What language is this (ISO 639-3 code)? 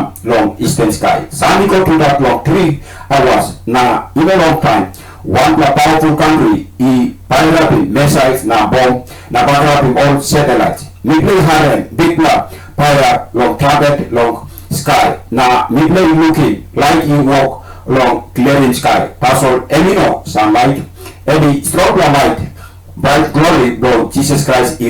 tpi